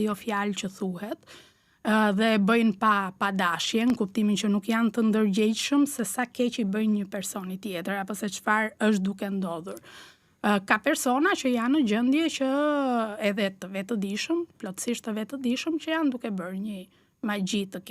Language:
Albanian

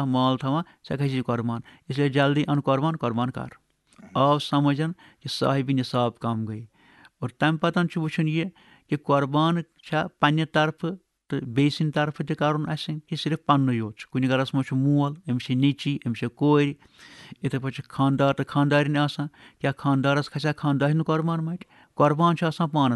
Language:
Kashmiri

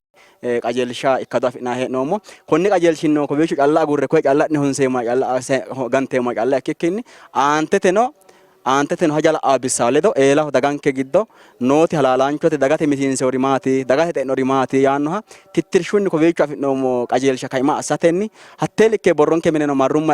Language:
Sidamo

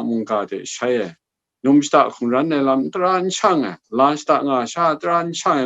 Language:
Kachin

